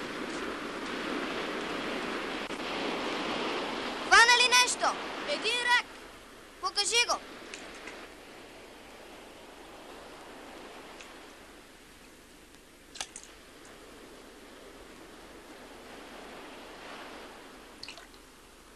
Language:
Bulgarian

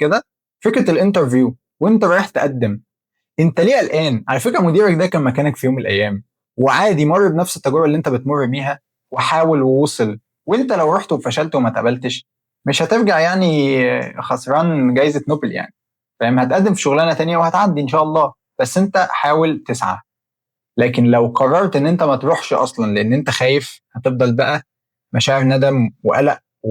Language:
Egyptian Arabic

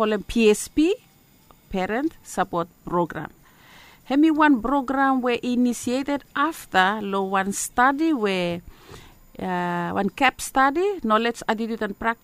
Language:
Bislama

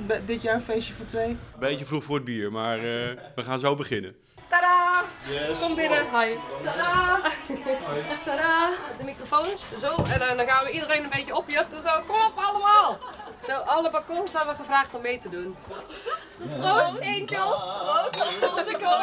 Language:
Dutch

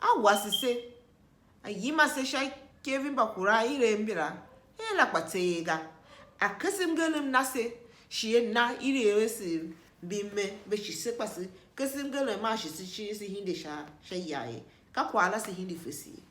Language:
Tiv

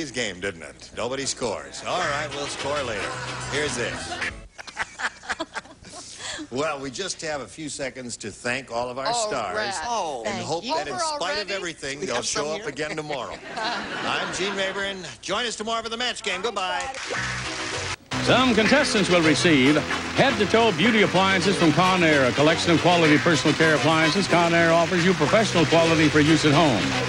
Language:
English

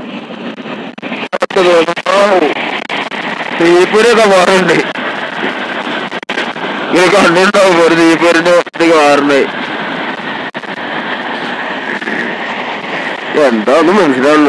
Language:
Malayalam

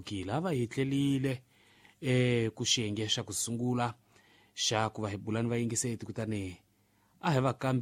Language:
Tsonga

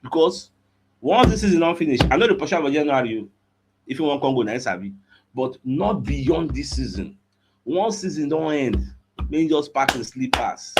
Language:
Nigerian Pidgin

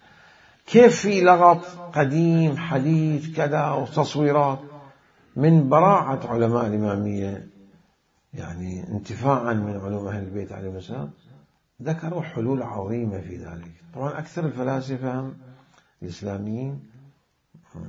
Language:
Mesopotamian Arabic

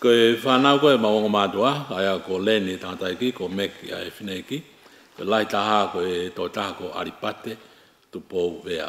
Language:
Tongan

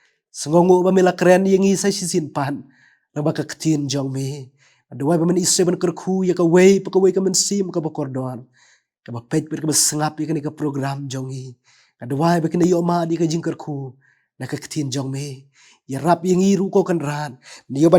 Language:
Khasi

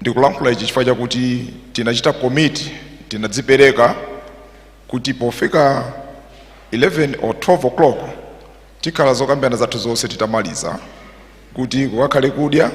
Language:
Nyanja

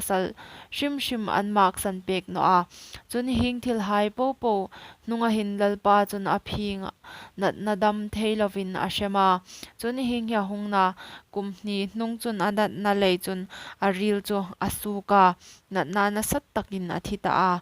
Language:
Hmar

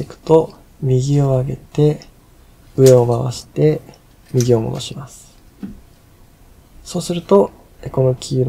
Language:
Japanese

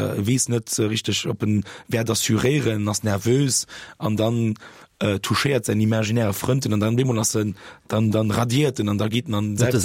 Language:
Luxembourgish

